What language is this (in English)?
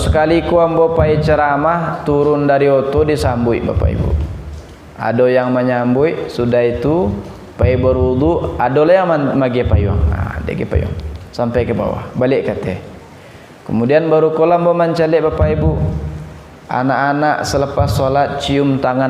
Minangkabau